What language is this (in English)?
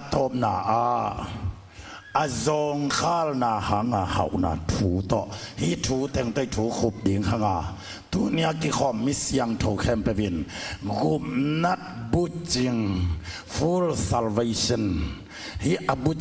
Tedim Chin